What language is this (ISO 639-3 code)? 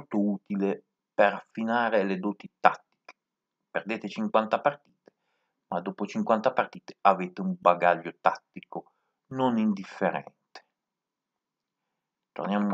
ita